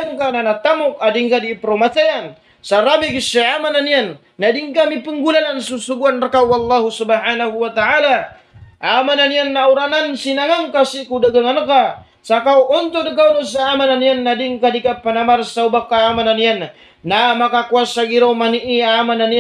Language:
Maranao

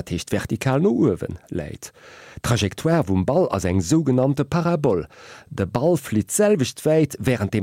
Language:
Luxembourgish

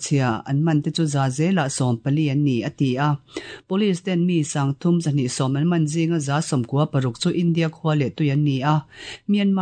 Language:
Mizo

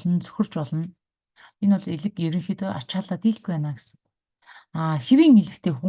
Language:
Mongolian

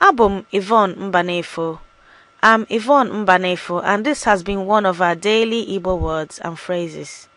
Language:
Igbo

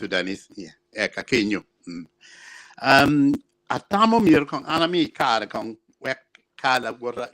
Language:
Acoli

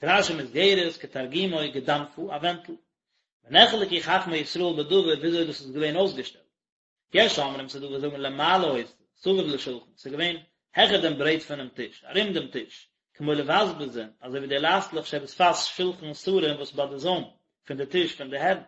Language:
Yiddish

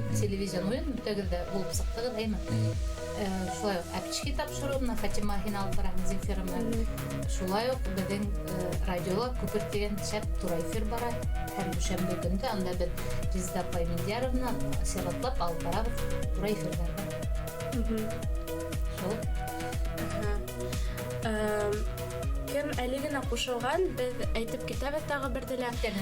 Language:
Bashkir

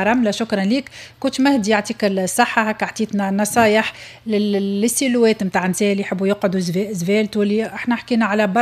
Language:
Tunisian Arabic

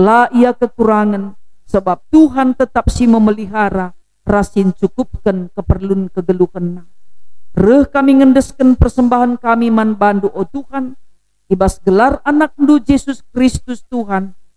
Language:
Batak Karo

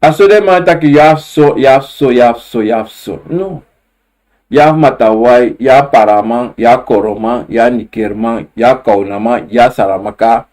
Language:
Sranan Tongo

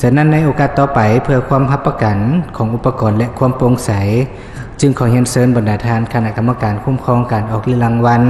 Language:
Lao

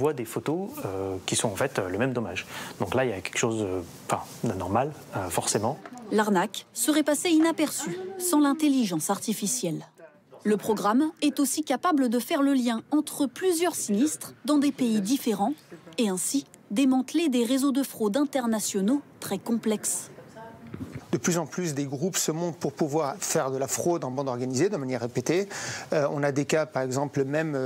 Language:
French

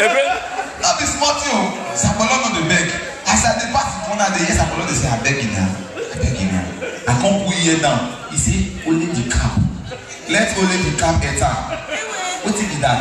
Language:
Nigerian Pidgin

